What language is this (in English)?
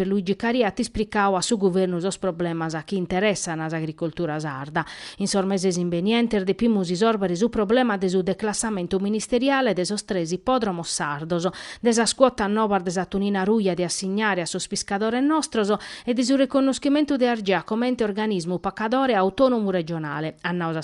Sardinian